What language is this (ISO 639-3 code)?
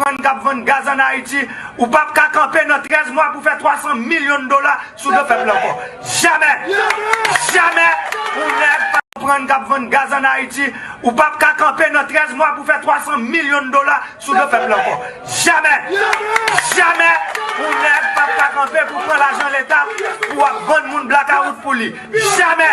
hat